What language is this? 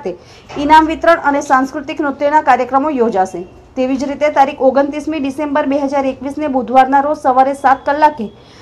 Gujarati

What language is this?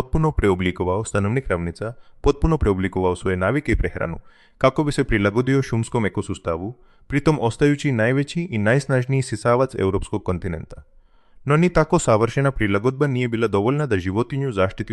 Croatian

